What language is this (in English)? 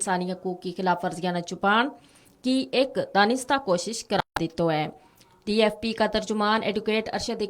Gujari